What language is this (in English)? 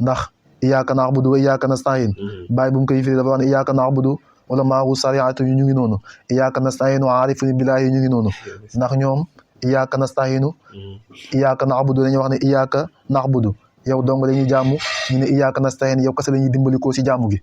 Wolof